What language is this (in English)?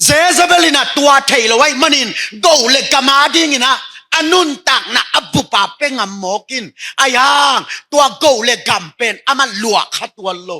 Tedim Chin